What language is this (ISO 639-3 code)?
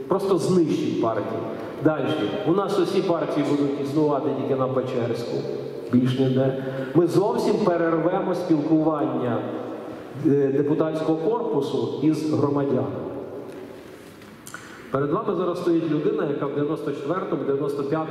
ukr